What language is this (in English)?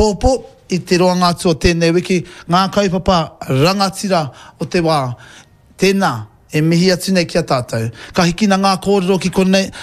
Māori